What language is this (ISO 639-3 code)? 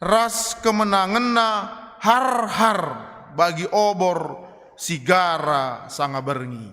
btx